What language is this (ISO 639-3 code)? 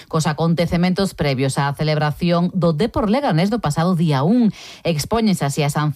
glg